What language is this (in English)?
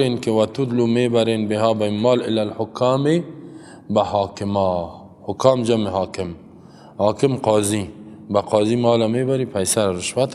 Persian